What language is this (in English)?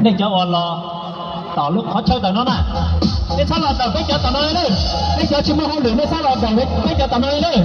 Hmong